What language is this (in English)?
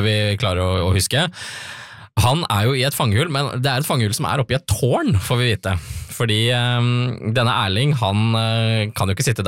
Norwegian